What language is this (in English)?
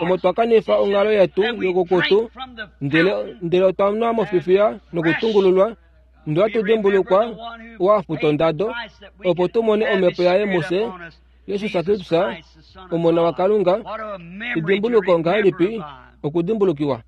Kuanyama